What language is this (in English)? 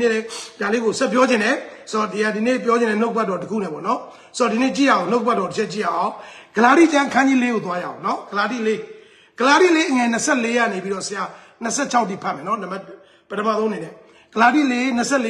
Burmese